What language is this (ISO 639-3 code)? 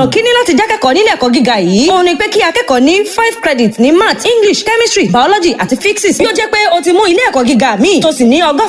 yor